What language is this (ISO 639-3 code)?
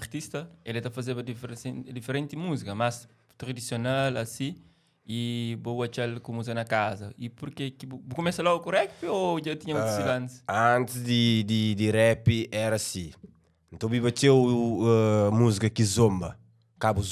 kea